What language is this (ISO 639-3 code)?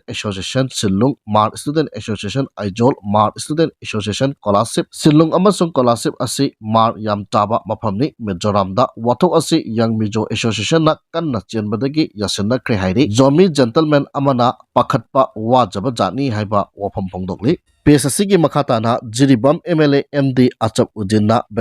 mni